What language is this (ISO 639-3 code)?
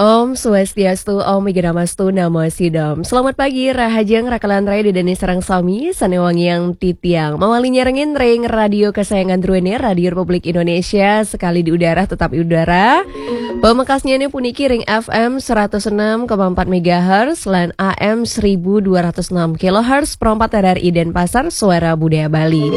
ban